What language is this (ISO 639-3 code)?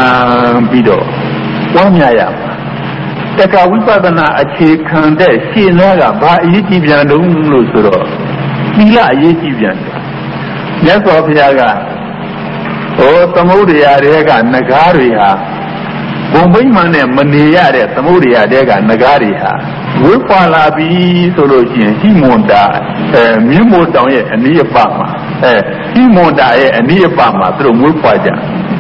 mya